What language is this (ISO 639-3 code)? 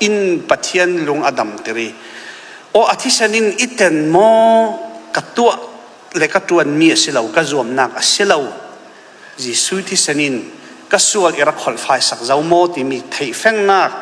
cfm